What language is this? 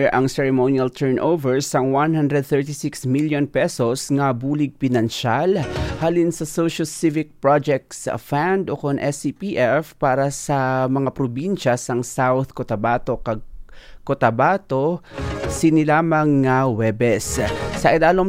Hiligaynon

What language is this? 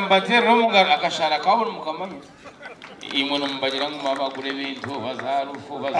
Nyankole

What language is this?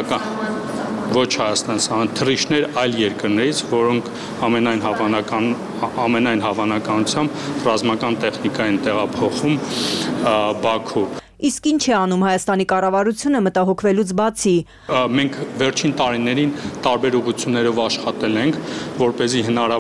Armenian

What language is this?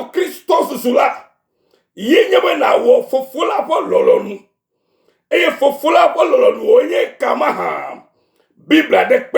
Ewe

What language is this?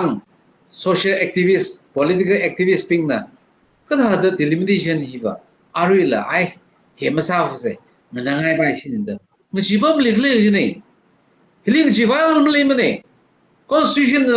Tangkhul Naga (India)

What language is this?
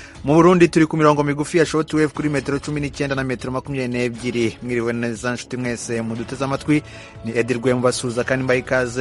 Kinyarwanda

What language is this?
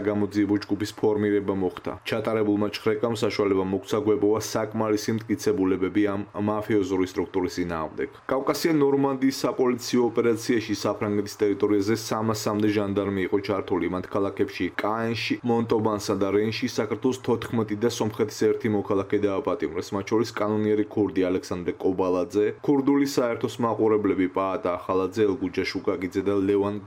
Georgian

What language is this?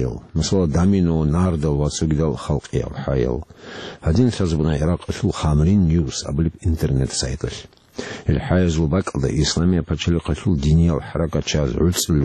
Avaric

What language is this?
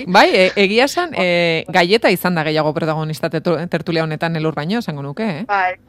Basque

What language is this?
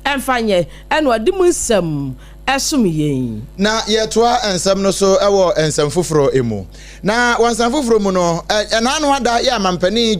Akan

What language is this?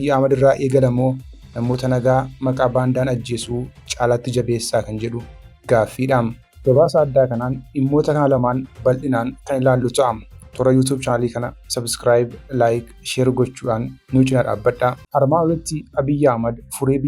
Oromo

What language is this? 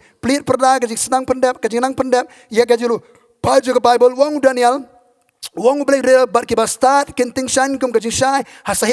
Khasi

